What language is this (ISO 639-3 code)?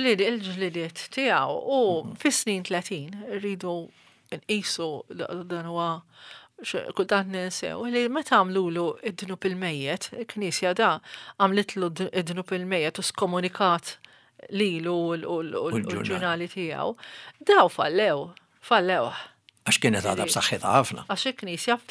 mlt